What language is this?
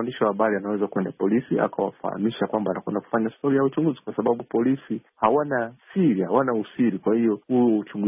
Swahili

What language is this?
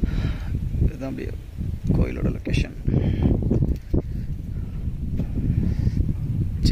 Tamil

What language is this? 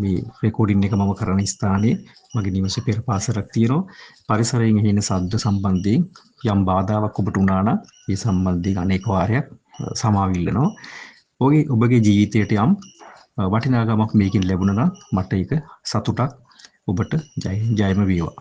Sinhala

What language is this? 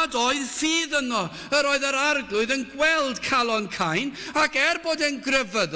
Welsh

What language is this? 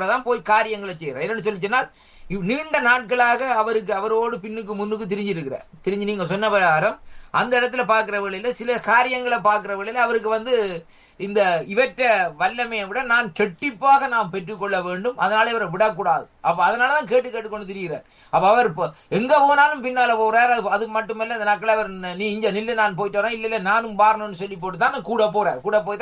Tamil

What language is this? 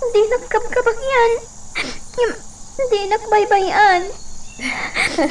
Iloko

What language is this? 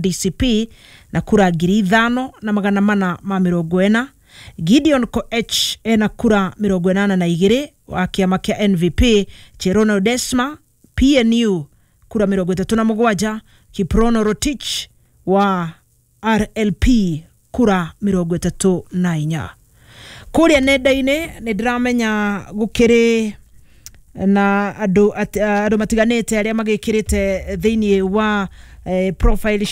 Kikuyu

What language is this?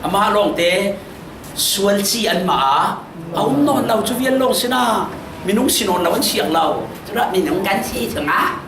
Falam Chin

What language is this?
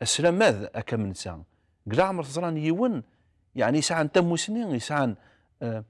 Kabyle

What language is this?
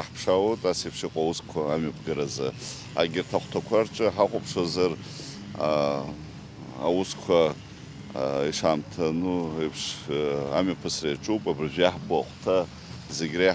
Abkhazian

